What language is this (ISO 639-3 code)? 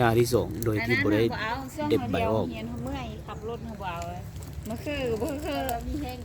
lao